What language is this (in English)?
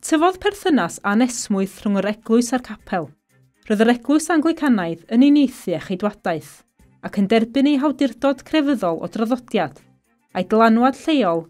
Welsh